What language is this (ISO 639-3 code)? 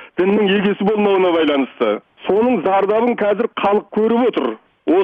kaz